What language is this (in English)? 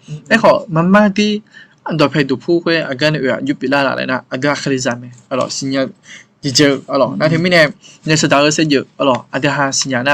Akha